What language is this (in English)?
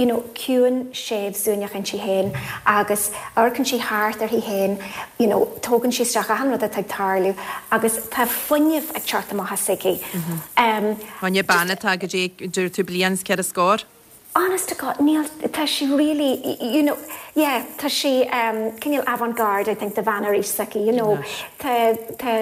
Irish